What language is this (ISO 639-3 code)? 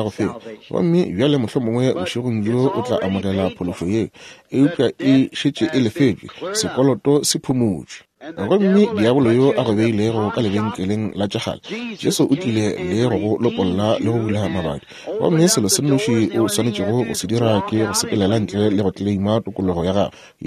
nso